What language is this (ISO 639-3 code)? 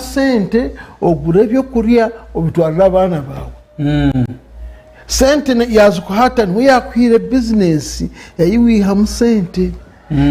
nyn